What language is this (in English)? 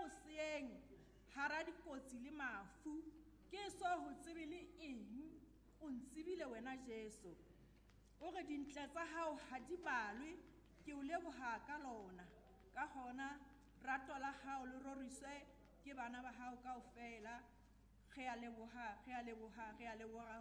Southern Sotho